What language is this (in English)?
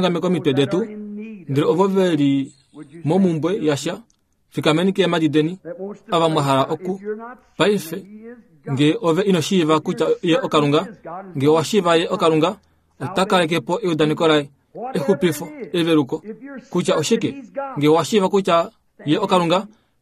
Kuanyama